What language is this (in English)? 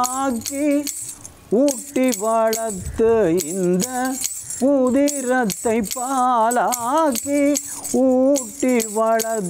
Tamil